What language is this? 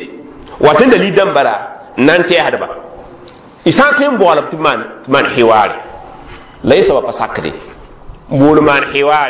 Mossi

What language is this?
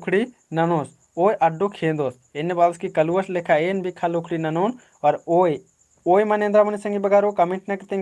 Kurukh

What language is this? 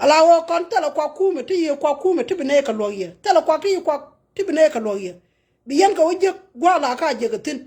Nuer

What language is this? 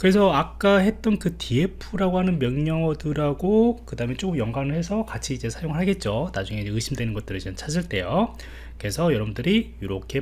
Korean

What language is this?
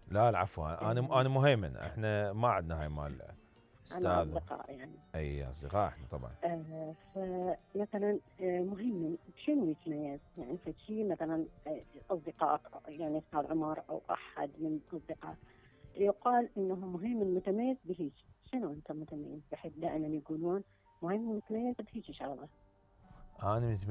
Mesopotamian Arabic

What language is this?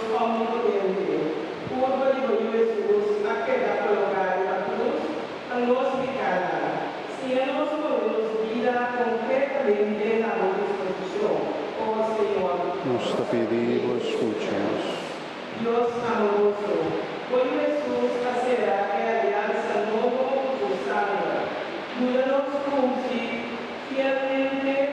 Papiamento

